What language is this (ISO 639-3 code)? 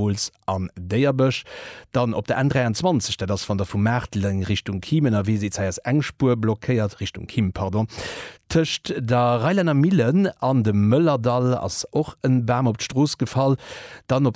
ltz